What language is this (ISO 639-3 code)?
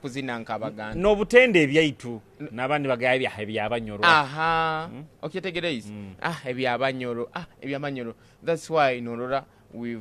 nyo